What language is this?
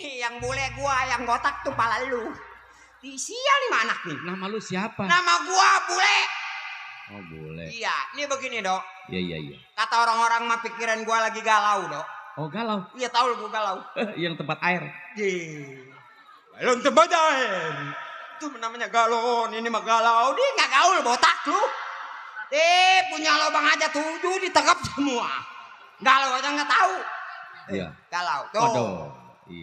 Betawi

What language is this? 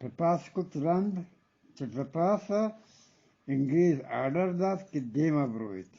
Eastern Balochi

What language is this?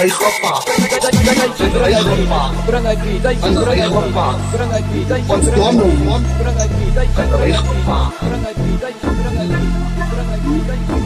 Afrikaans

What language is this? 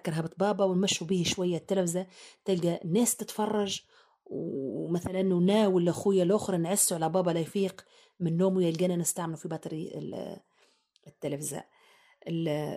Tunisian Arabic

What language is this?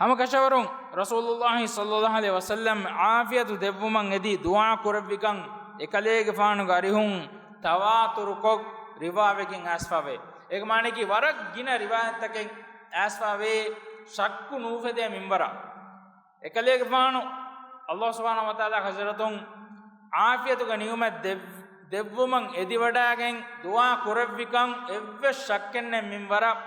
Divehi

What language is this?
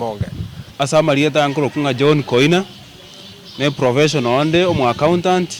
Gusii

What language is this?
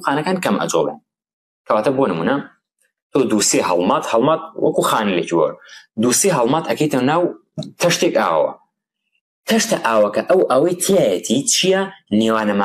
Central Kurdish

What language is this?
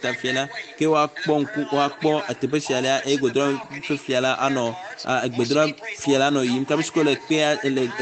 Ewe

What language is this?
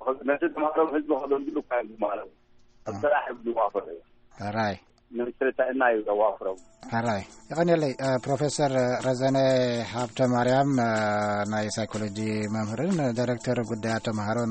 Tigrinya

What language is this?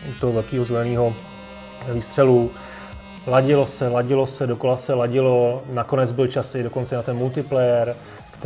Czech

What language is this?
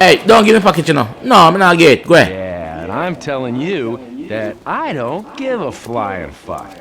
Jamaican Creole English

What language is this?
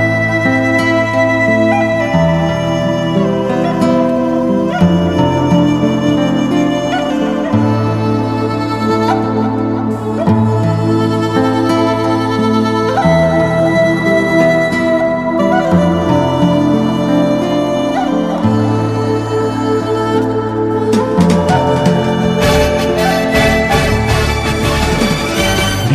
Ayacucho Quechua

